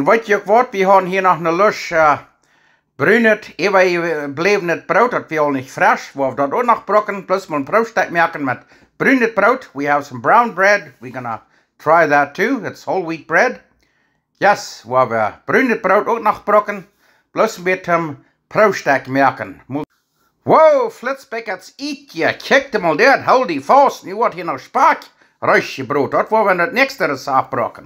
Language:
Plautdietsch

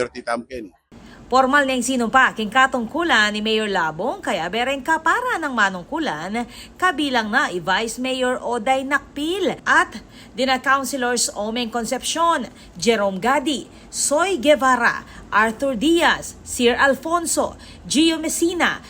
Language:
Pampanga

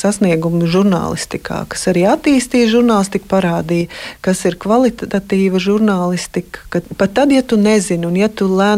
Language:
Latvian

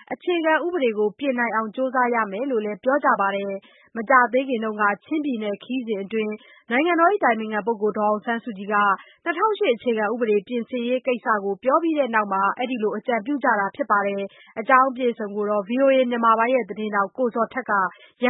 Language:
Burmese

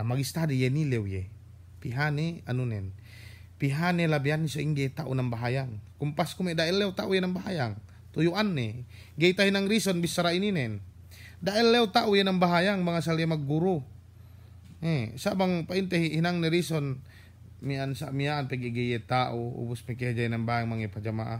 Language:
Yakan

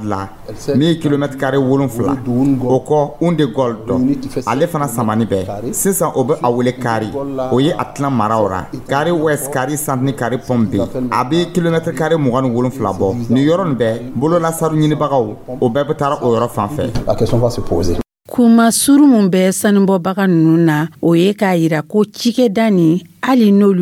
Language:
Dyula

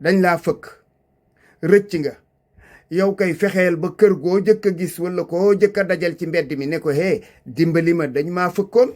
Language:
Wolof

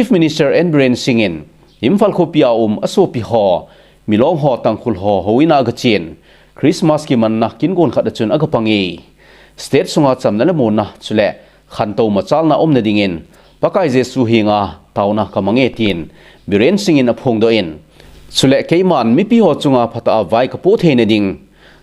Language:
Thado Chin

